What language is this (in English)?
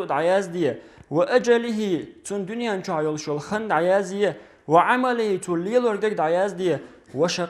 Chechen